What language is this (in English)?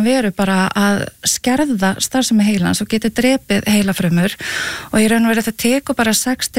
Icelandic